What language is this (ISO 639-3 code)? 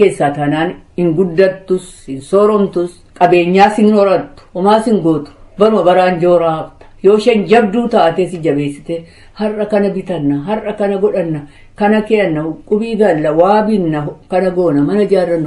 orm